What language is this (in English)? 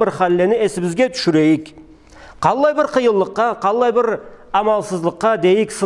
Karachay-Balkar